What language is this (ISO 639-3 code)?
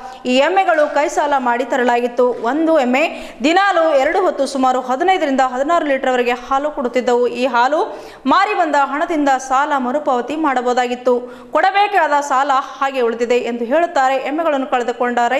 kan